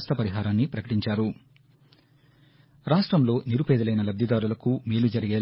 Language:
Telugu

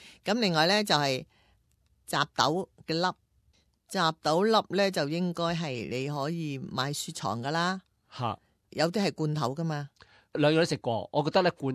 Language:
Cantonese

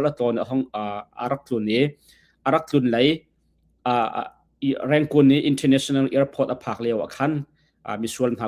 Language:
Hakha Chin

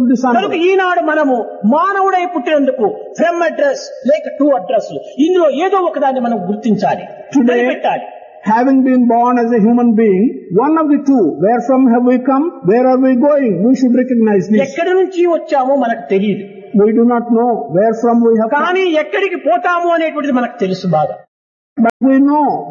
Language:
Telugu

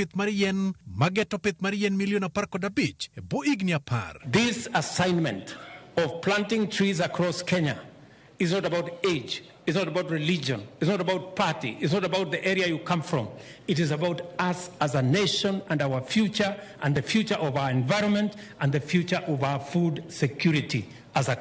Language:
Luo (Kenya and Tanzania)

